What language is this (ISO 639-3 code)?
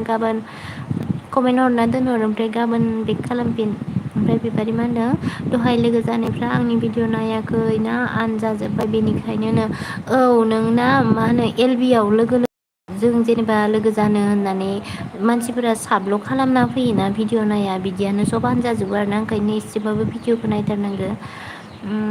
brx